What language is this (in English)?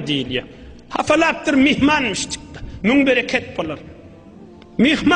Turkmen